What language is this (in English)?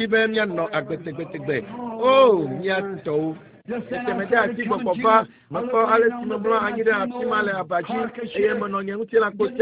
Ewe